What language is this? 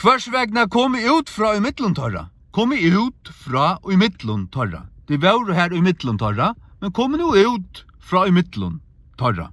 Faroese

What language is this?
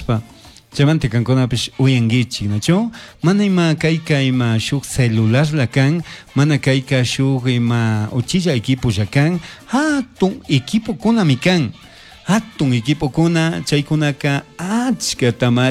Chimborazo Highland Quichua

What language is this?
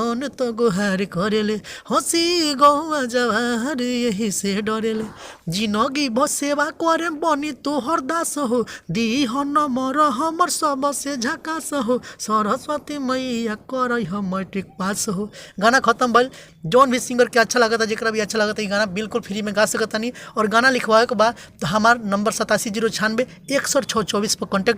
Bhojpuri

